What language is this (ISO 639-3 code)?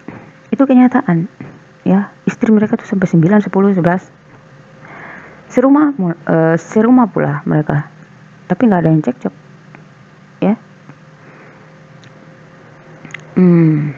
ind